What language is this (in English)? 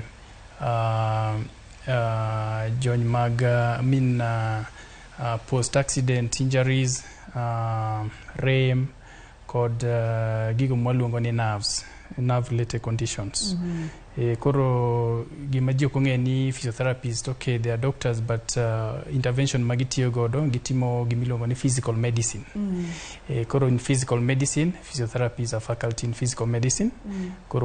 Luo (Kenya and Tanzania)